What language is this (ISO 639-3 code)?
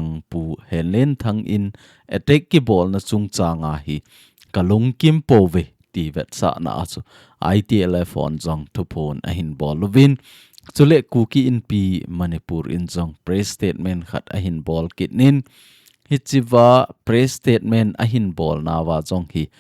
tcz